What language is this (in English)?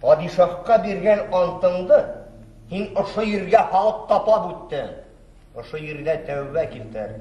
Bashkir